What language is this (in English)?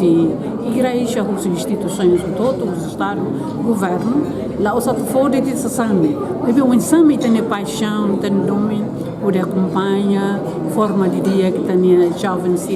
Tetum